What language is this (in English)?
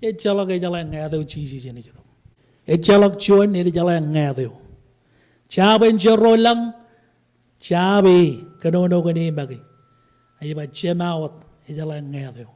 Marshallese